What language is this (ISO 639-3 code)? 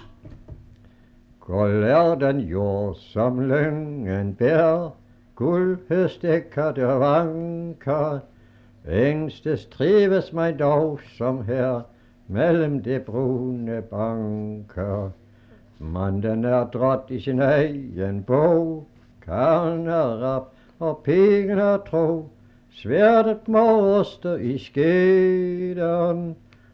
dan